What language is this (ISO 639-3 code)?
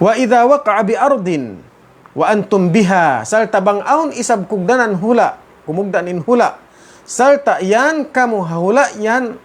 tsg